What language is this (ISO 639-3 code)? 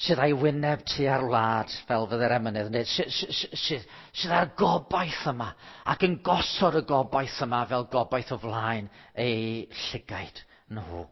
cym